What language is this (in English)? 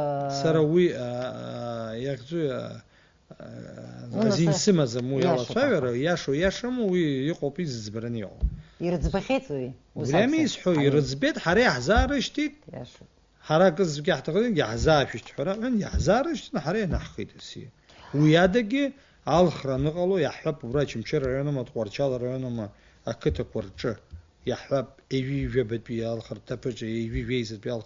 Abkhazian